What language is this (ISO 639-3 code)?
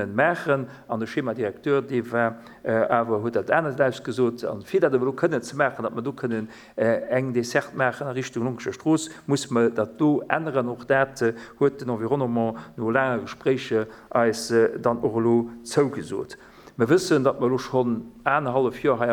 ltz